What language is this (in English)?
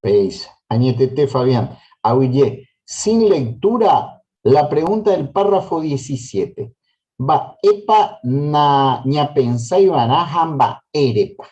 Guarani